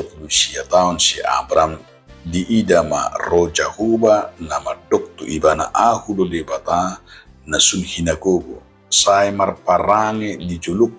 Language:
Batak Toba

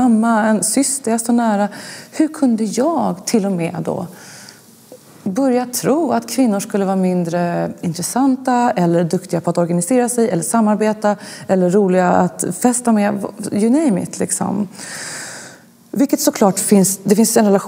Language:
Swedish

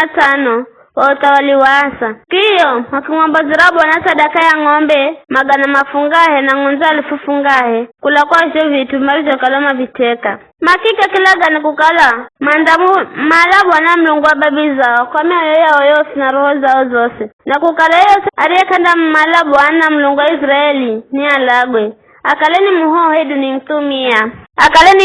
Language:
Giryama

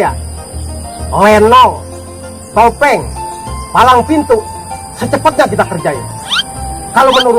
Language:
Betawi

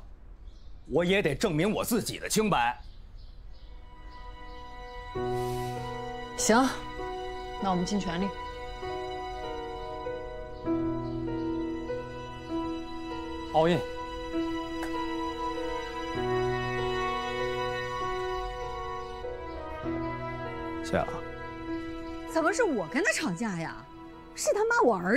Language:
Chinese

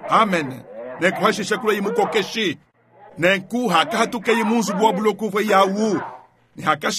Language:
Luba-Lulua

